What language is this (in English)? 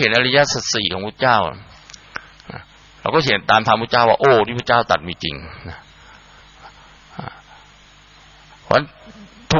Thai